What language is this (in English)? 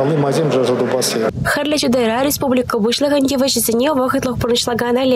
Chuvash